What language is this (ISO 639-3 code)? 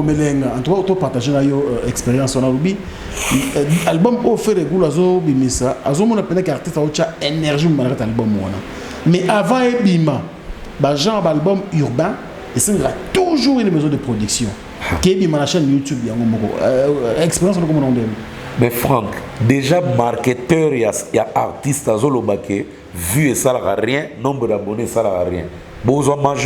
lin